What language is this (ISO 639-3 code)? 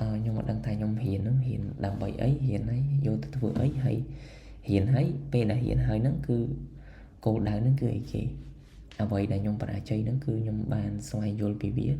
khm